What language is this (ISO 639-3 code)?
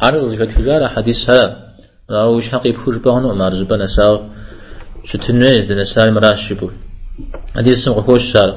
kbd